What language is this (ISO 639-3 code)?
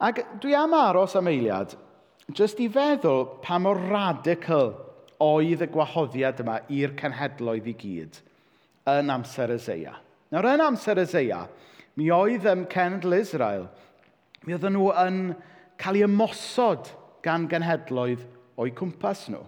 cym